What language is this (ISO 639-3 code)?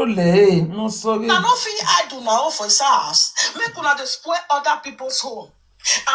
pcm